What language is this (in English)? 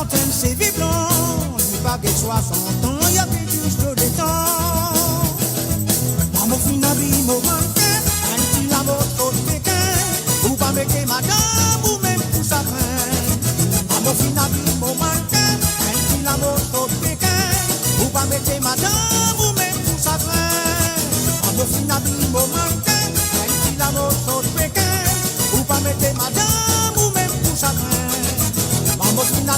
Morisyen